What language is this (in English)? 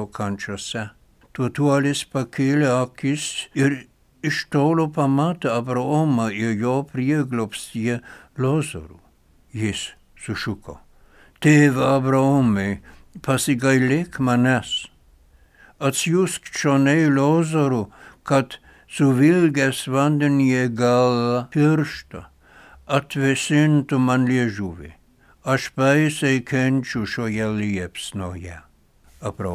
Lithuanian